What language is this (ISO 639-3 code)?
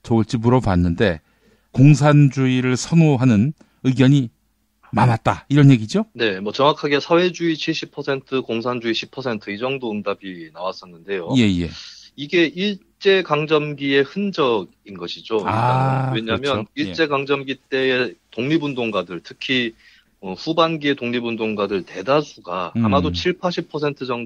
kor